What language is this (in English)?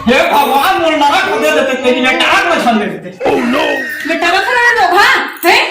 Chhattisgarhi